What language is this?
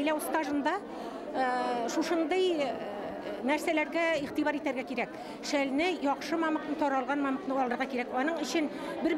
Bashkir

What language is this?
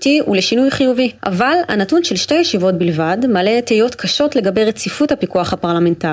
Hebrew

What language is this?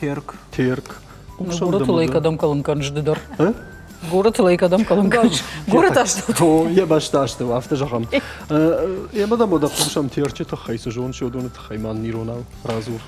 Ossetic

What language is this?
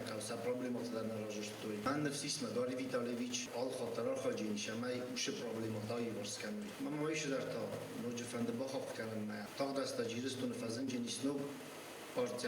Ossetic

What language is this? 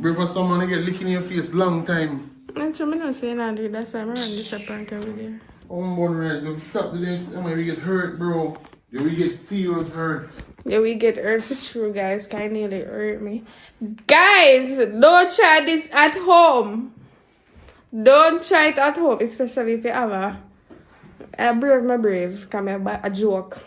Jamaican Creole English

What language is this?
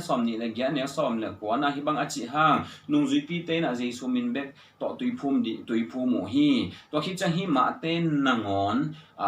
Tedim Chin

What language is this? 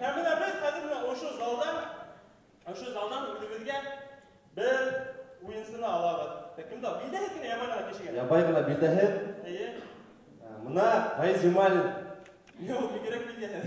Bashkir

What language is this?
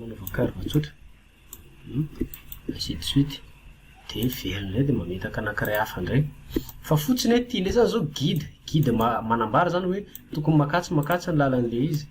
Malagasy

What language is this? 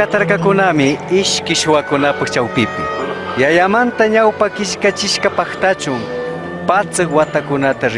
Chimborazo Highland Quichua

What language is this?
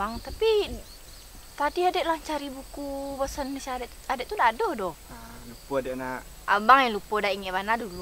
Minangkabau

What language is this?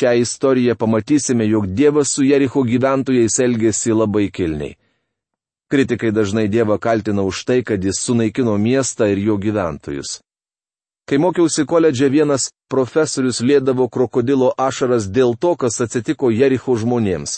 Lithuanian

